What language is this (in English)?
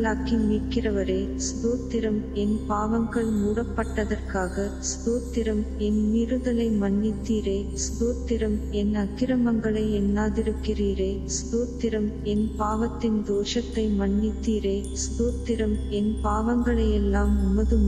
Tamil